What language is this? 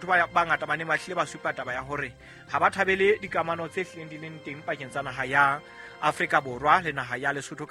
Southern Sotho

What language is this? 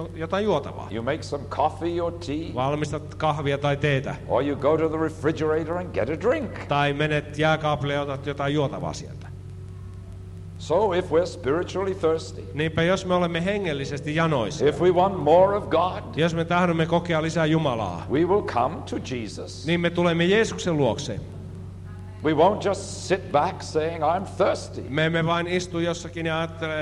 Finnish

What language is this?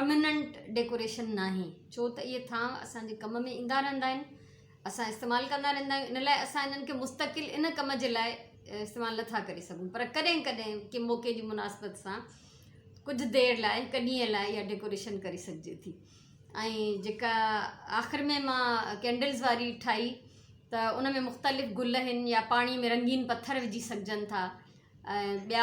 Sindhi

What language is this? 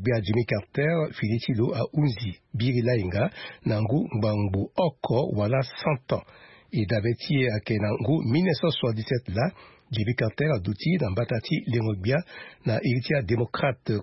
Sango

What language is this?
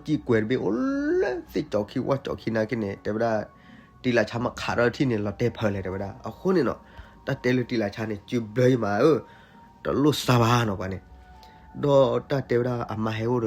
S'gaw Karen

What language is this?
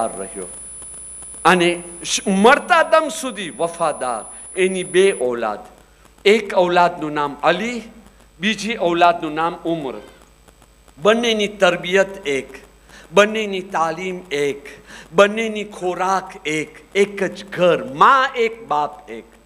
Gujarati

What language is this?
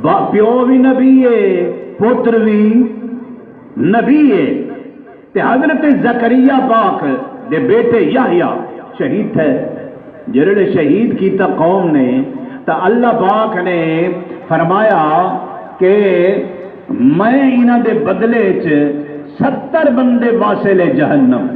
Saraiki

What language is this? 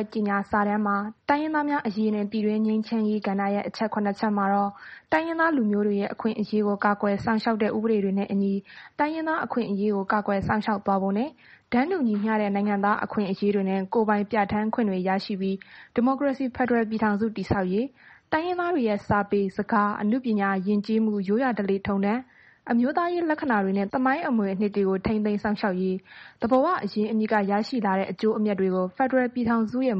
Burmese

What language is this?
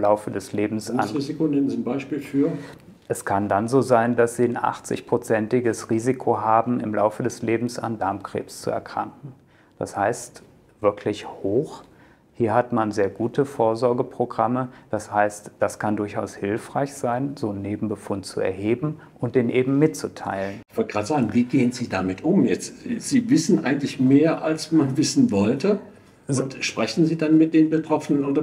German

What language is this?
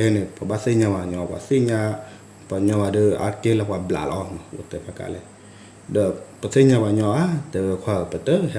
S'gaw Karen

